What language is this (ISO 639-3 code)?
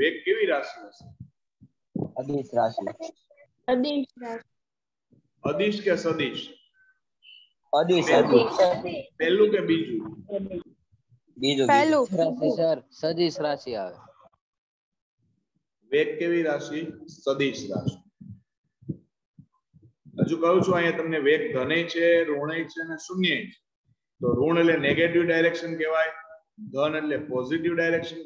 guj